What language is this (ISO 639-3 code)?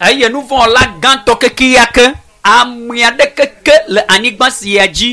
ewe